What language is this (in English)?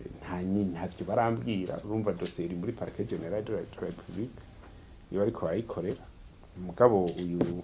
Rundi